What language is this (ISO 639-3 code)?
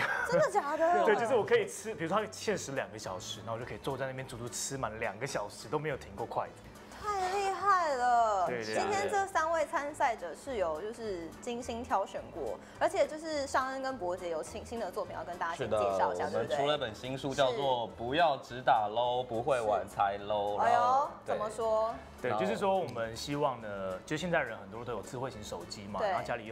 zho